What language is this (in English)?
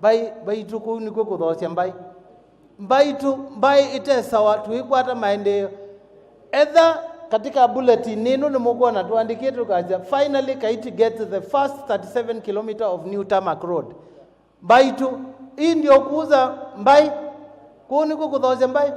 Kamba